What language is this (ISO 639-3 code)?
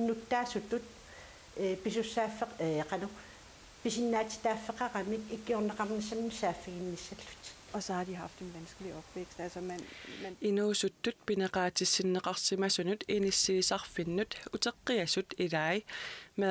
kal